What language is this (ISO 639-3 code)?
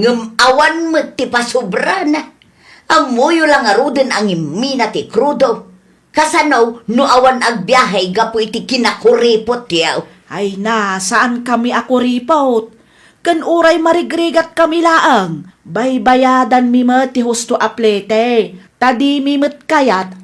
ilo